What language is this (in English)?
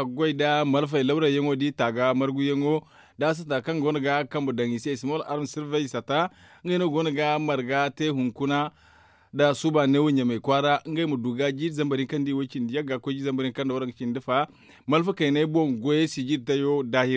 Zarma